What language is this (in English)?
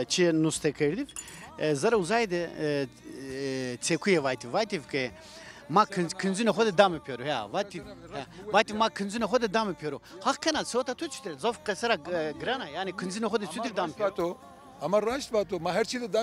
Zaza